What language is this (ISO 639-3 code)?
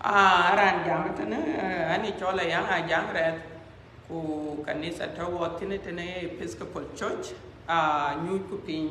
din